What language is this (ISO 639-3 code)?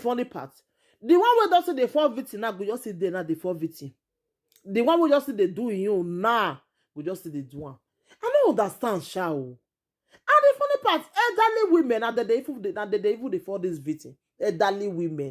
pcm